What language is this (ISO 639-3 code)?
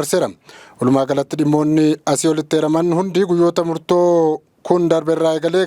orm